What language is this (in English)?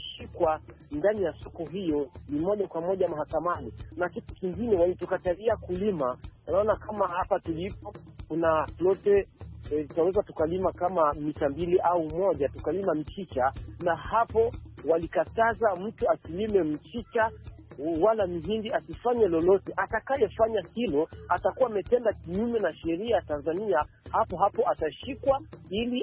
Swahili